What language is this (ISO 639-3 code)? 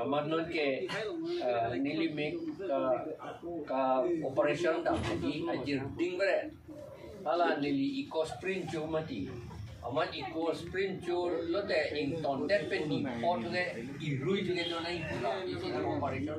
mjw